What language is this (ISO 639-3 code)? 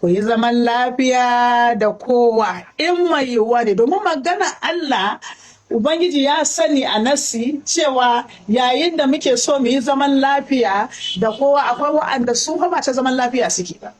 hau